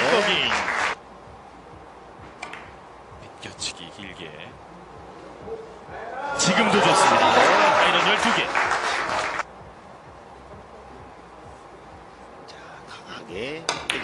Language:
Korean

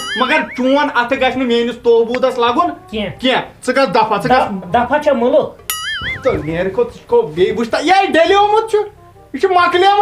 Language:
Kashmiri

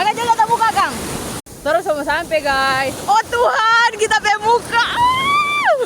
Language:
Manado Malay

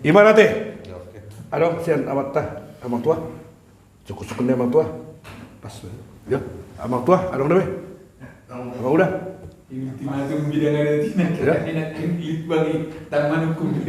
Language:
Batak Toba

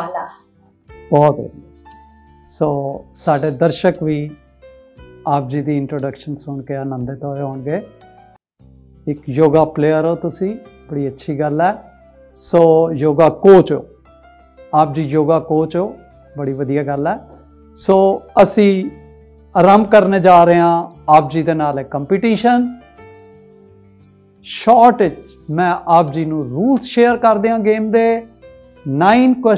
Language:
Punjabi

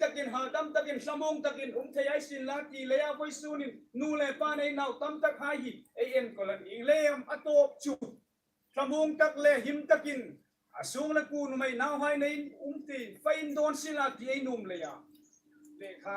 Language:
Hmar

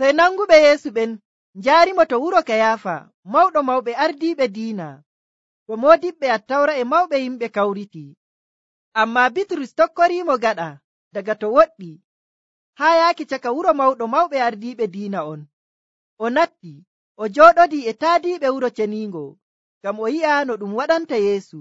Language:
Nigerian Fulfulde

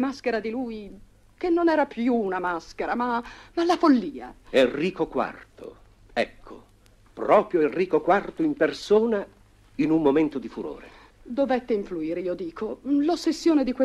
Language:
Italian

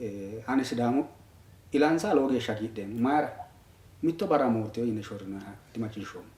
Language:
Sidamo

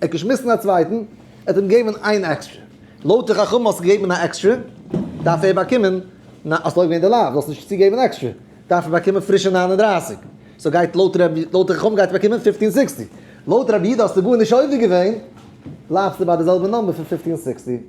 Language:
Yiddish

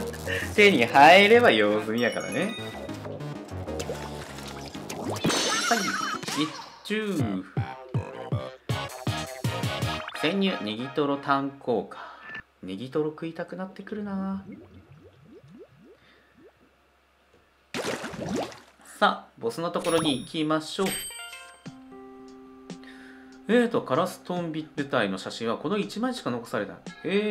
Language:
Japanese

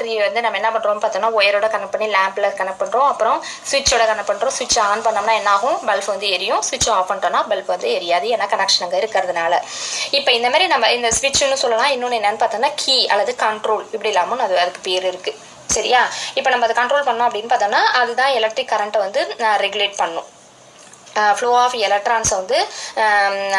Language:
Tamil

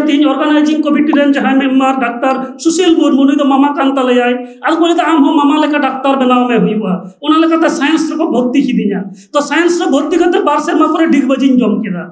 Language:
Santali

